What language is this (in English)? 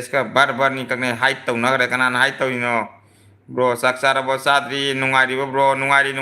Manipuri